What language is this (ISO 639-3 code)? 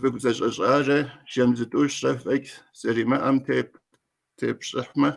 kbd